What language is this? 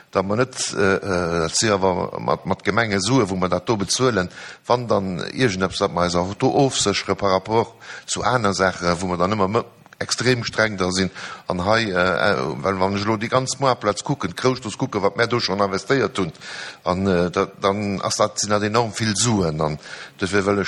Luxembourgish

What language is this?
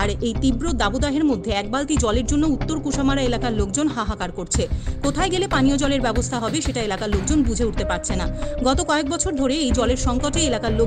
Bangla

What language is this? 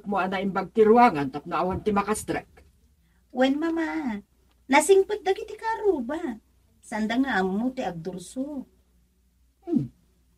Iloko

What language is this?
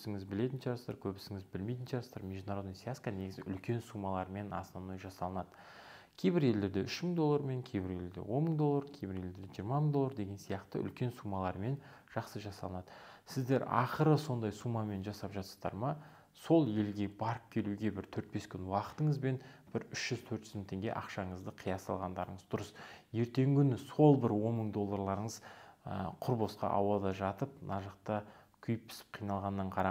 Kazakh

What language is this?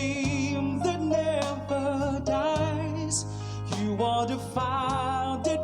Iloko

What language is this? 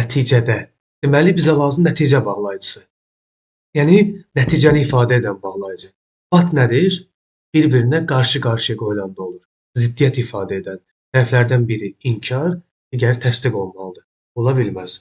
Azerbaijani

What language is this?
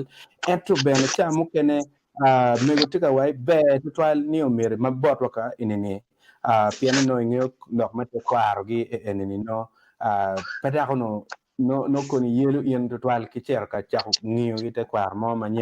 Acoli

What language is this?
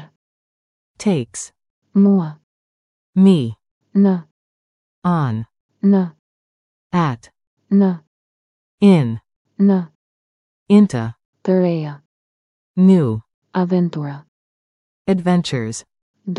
Albanian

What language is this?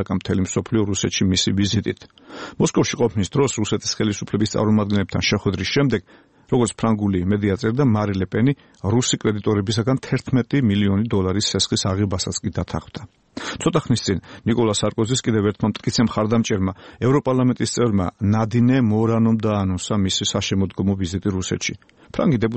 Georgian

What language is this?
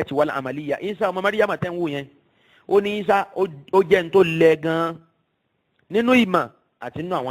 Yoruba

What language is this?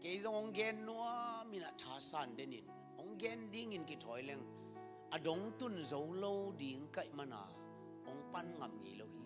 Tedim Chin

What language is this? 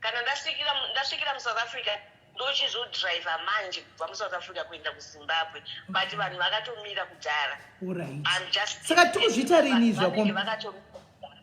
Shona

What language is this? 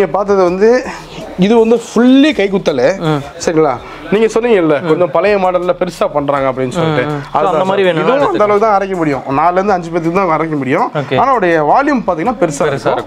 Tamil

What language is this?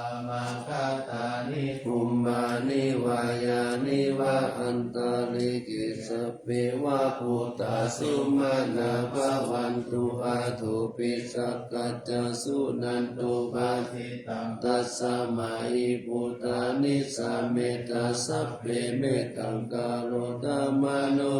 Pali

